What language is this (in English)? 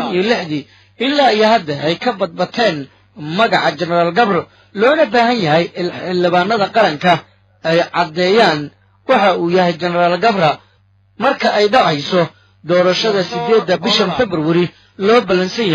Somali